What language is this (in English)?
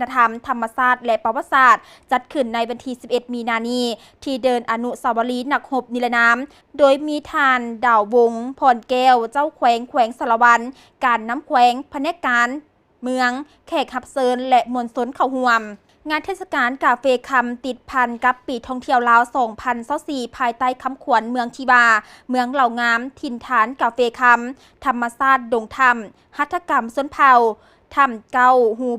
Lao